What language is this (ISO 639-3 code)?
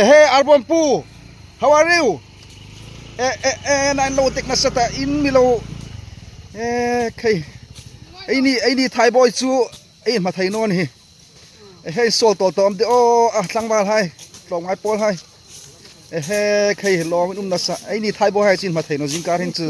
hmr